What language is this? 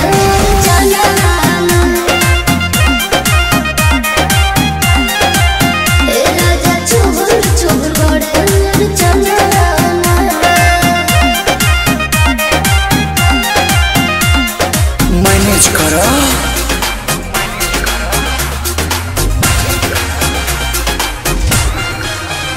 Bhojpuri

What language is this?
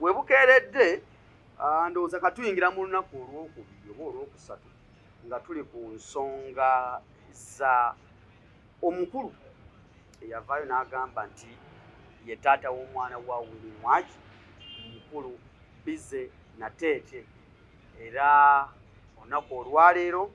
Ganda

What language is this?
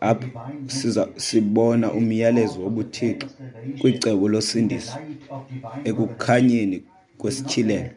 Xhosa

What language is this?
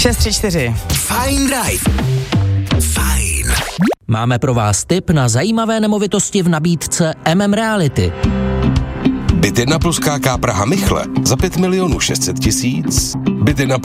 Czech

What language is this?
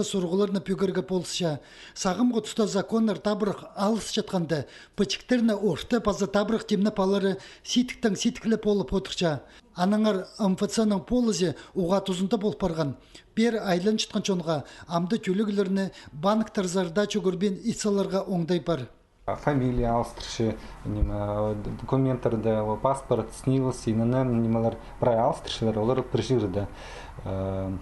Khakas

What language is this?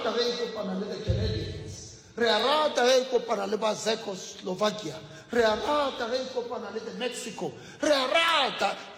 Northern Sotho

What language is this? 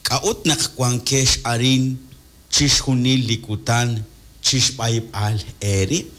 Kekchí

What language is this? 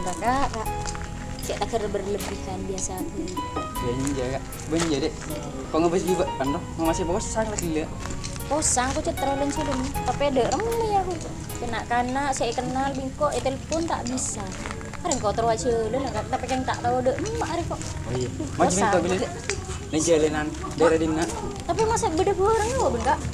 Madurese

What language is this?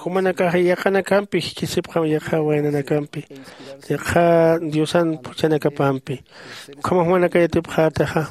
Aymara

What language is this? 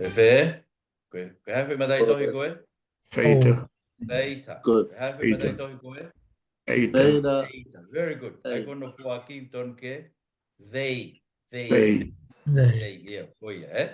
Tongan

